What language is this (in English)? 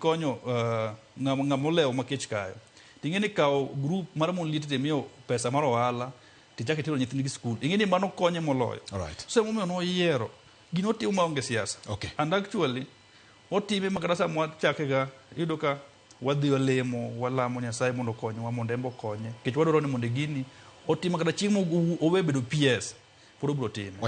Luo (Kenya and Tanzania)